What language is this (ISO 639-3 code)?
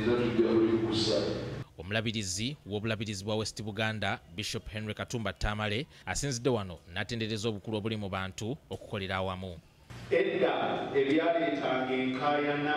lug